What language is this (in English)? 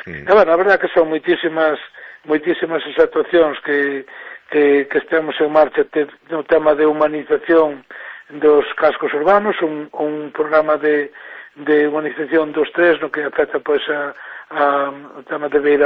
Galician